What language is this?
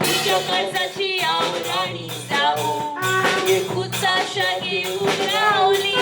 Konkani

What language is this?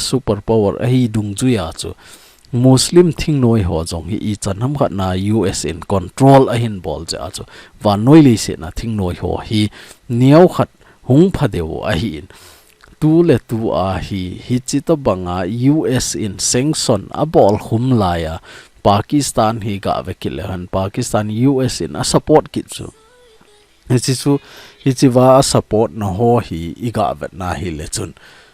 Thado Chin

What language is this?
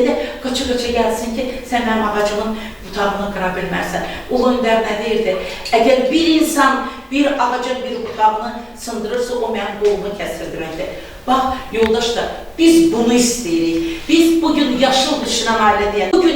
Azerbaijani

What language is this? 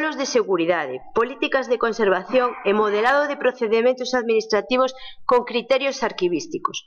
Galician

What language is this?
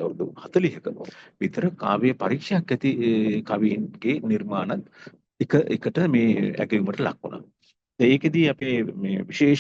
Sinhala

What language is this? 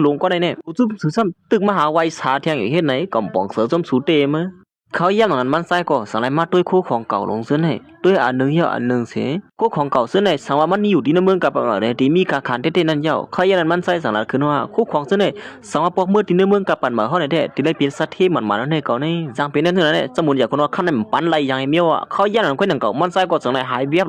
Shan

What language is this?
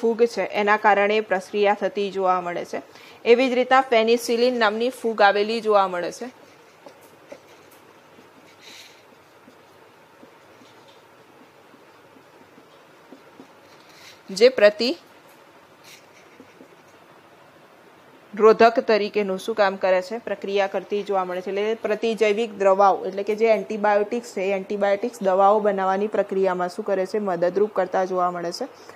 Gujarati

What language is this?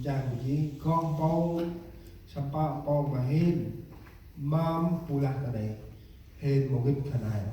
Central Mnong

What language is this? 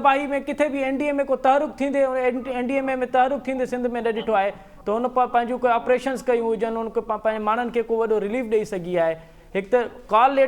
Sindhi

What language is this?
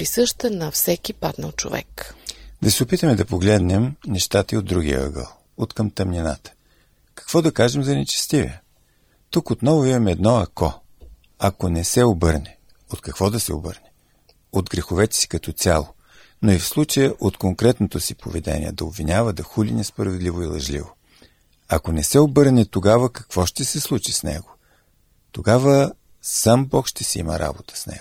Bulgarian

